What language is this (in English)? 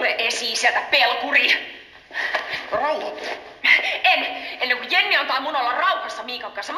Finnish